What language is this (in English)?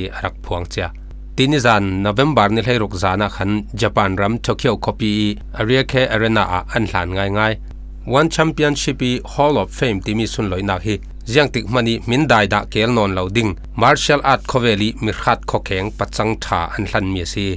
Falam Chin